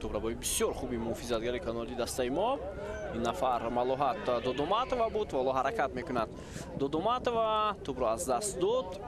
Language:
Tajik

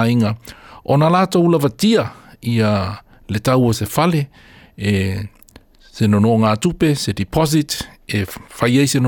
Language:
Samoan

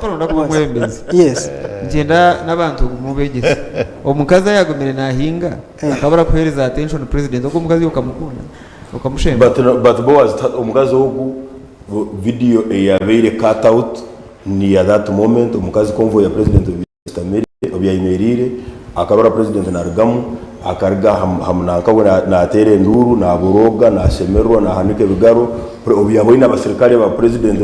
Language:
Nyankole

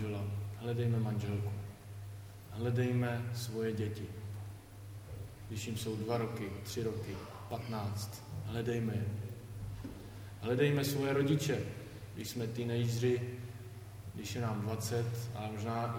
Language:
Czech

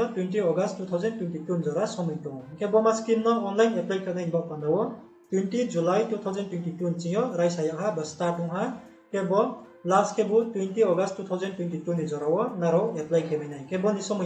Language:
Riang (India)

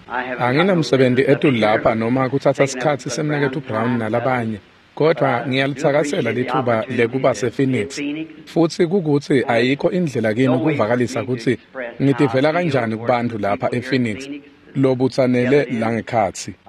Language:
Swati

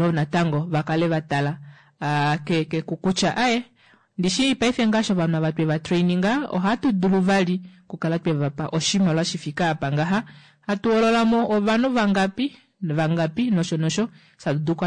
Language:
Kuanyama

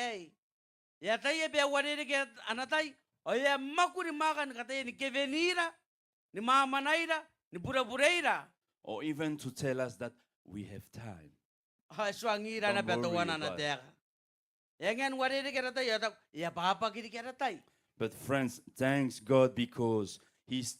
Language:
Gilbertese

